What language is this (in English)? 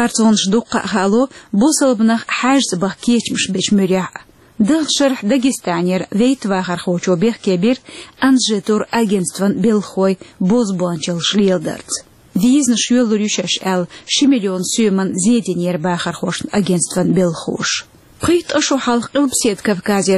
Chechen